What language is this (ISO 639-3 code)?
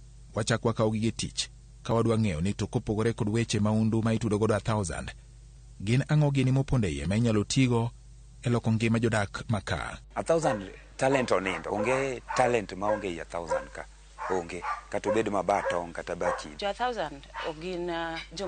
luo